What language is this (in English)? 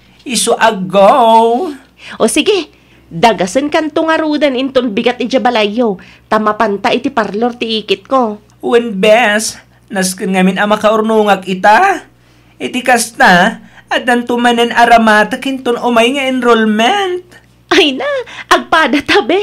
Iloko